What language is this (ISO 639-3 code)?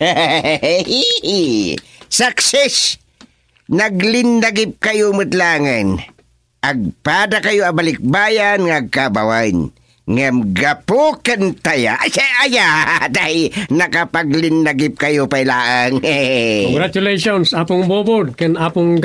ilo